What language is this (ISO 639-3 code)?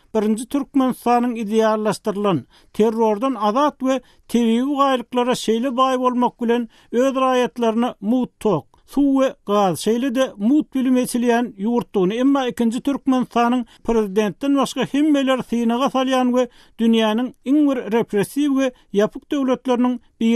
tuk